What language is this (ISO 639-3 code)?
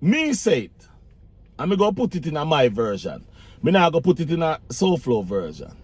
jam